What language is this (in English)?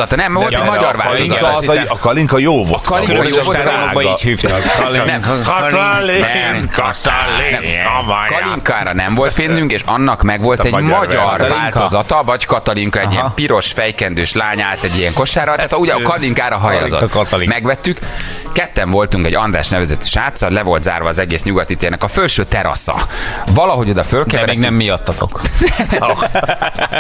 Hungarian